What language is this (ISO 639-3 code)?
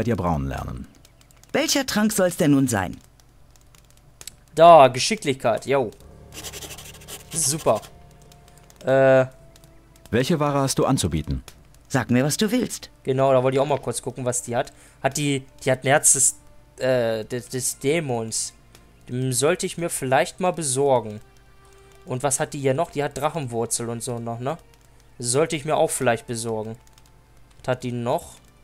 deu